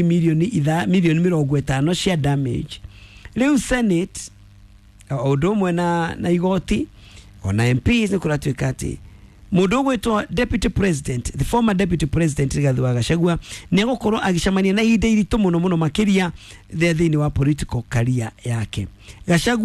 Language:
Kikuyu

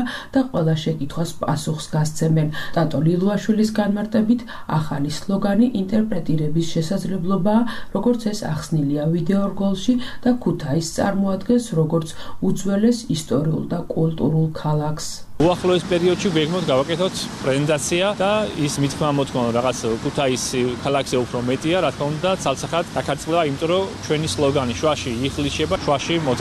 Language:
Georgian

